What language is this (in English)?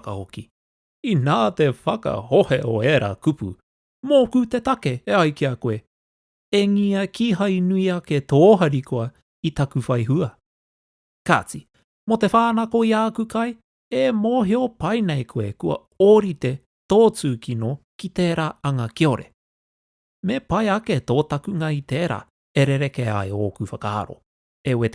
Māori